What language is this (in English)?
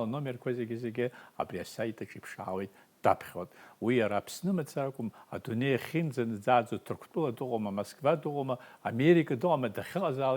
Abkhazian